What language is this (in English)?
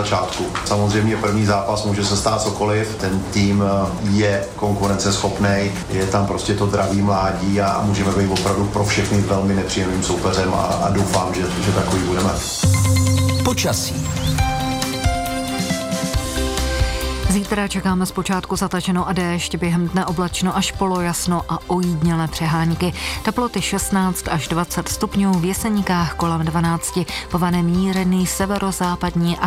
Czech